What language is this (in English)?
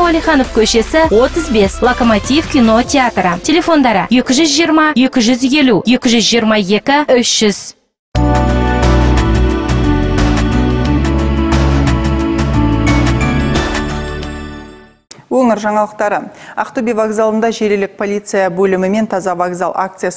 Kazakh